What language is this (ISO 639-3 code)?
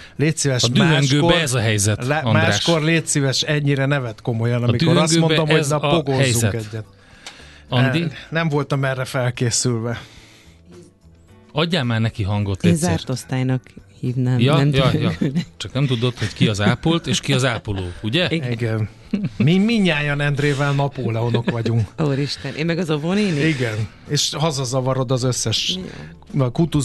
hun